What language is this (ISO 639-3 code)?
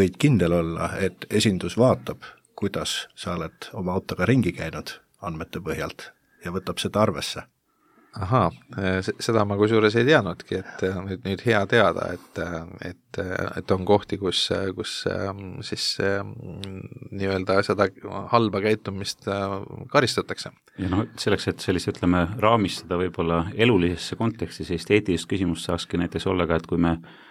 est